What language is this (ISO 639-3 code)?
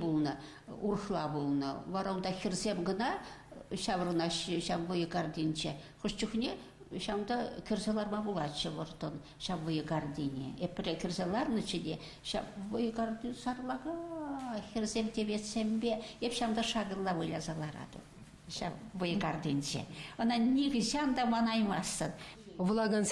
chv